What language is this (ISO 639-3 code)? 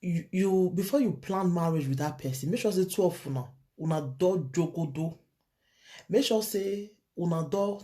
pcm